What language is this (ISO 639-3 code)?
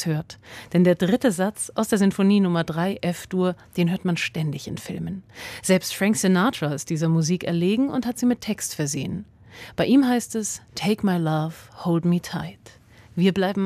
deu